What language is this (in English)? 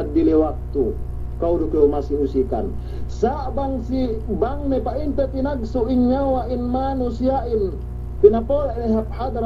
Yakan